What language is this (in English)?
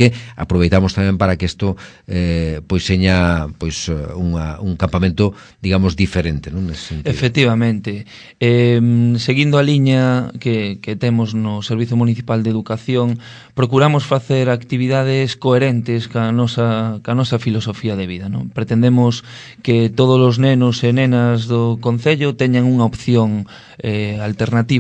Galician